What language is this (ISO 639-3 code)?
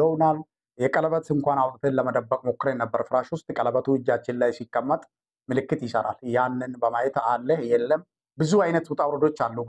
amh